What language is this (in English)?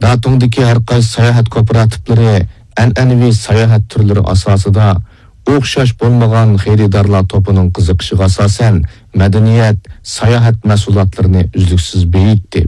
Uyghur